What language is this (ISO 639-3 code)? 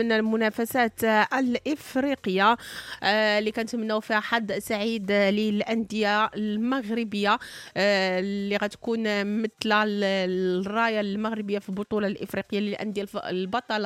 ary